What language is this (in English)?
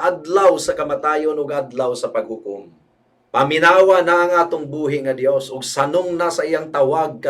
Cebuano